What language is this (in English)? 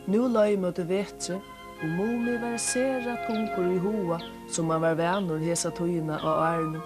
Faroese